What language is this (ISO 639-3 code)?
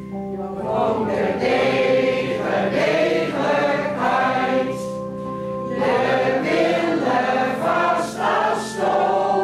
gos